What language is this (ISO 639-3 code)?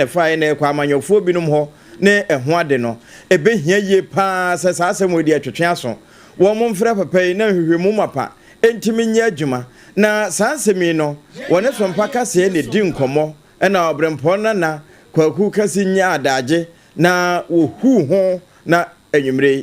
aka